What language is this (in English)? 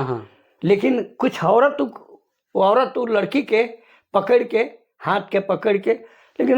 Sadri